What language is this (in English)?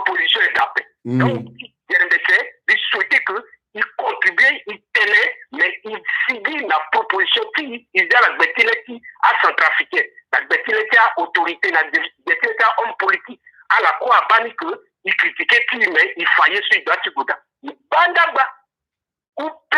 Sango